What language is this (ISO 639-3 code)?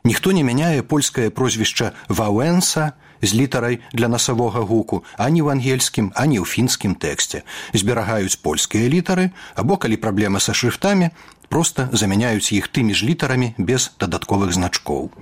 bel